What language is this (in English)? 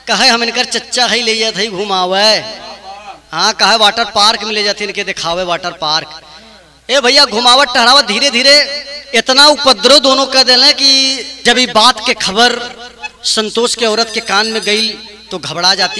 Bhojpuri